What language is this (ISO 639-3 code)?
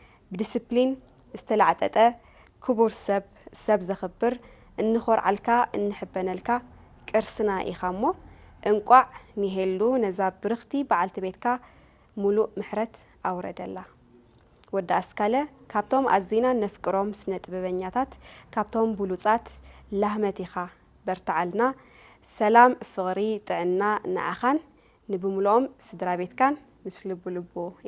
tir